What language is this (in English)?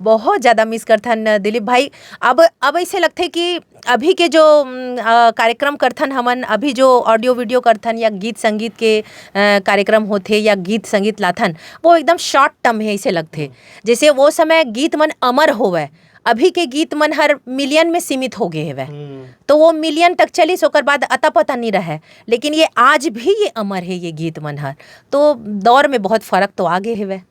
Chhattisgarhi